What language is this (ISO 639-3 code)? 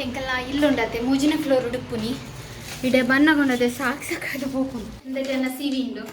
tcy